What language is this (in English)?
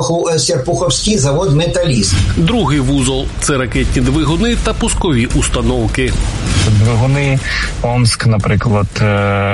Ukrainian